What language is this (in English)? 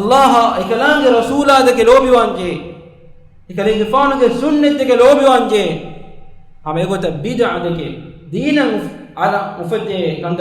Divehi